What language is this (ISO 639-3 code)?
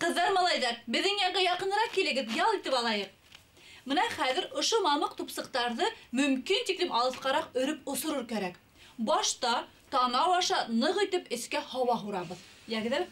bak